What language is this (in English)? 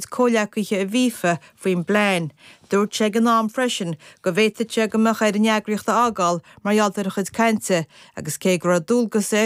Irish